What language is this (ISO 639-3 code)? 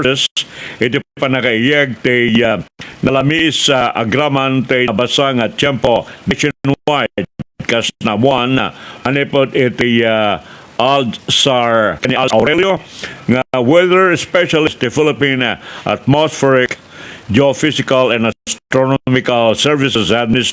ilo